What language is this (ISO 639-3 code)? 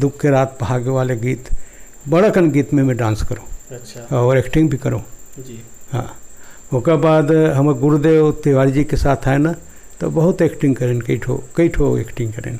hne